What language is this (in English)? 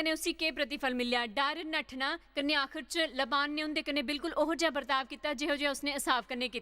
Dogri